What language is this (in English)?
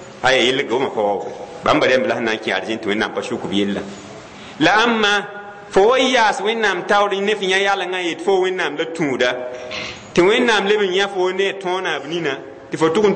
Mossi